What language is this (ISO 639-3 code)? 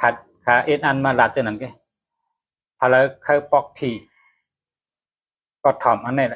shn